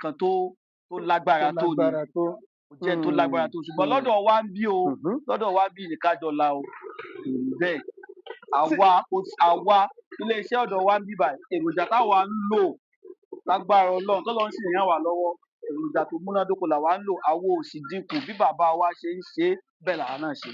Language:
Yoruba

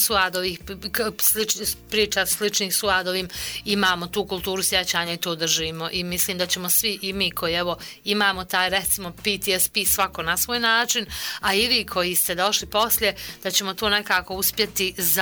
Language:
Bosnian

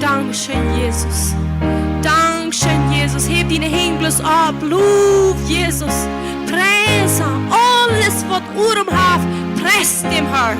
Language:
Plautdietsch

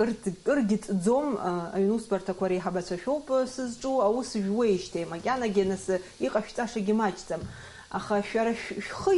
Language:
Abkhazian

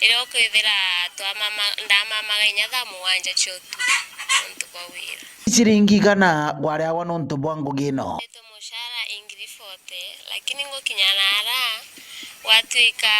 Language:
Meru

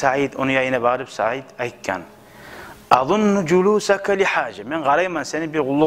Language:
Kumyk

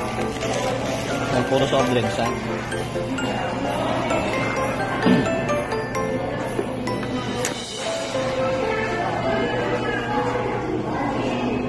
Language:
Filipino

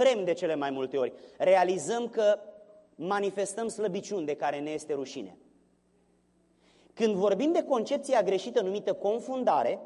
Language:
Romanian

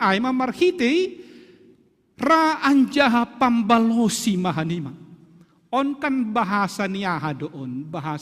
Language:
Batak Simalungun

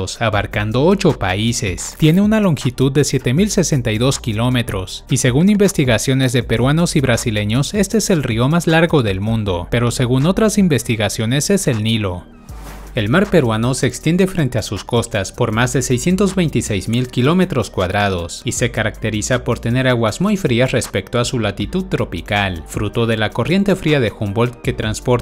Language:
Spanish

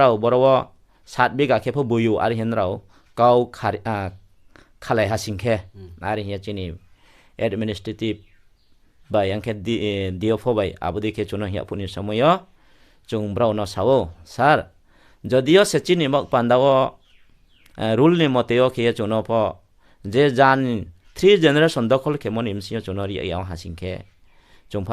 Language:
Riang (India)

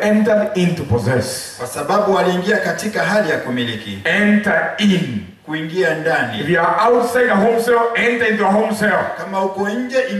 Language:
Swahili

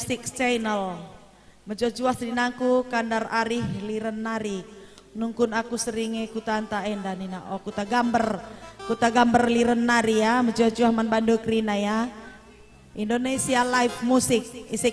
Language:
Batak Karo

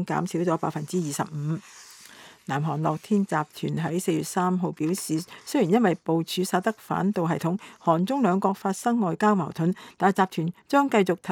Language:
Cantonese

